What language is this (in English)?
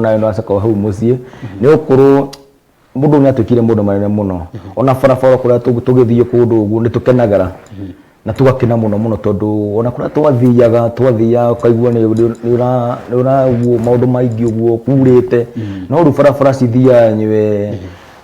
Kikuyu